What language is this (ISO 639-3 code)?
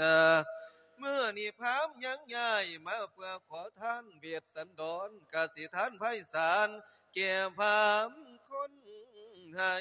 lao